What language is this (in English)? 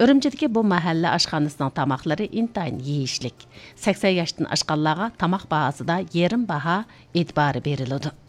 Uyghur